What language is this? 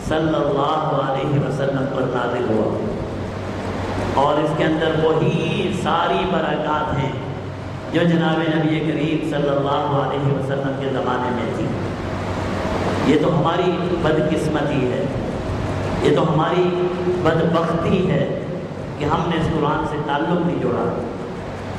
Urdu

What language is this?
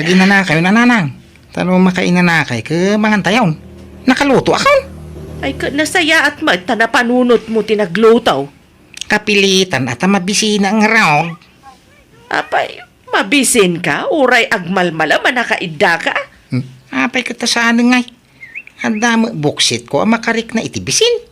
Iloko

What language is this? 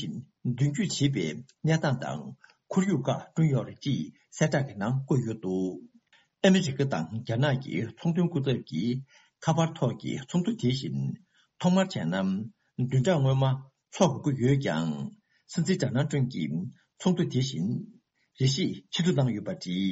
Tibetan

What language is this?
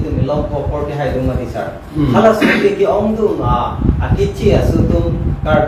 Karbi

